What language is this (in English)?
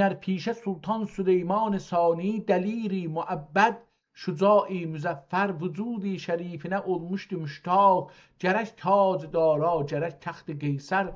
South Azerbaijani